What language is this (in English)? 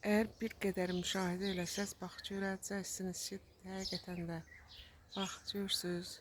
Azerbaijani